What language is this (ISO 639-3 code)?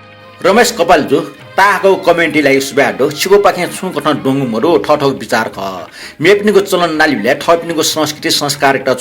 new